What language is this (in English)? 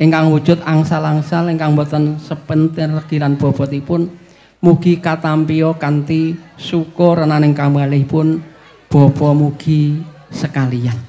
Javanese